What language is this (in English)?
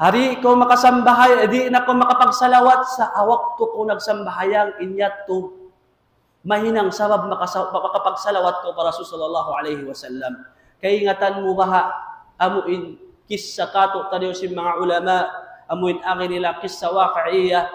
Tausug